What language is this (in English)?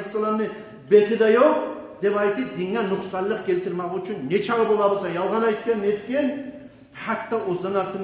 Kumyk